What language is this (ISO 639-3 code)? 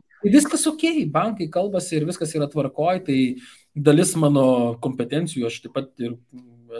lit